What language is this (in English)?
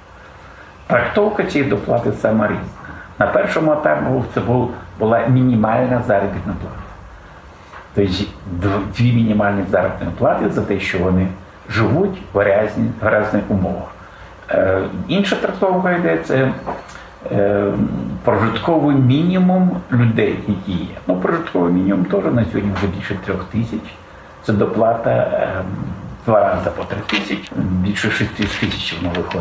Ukrainian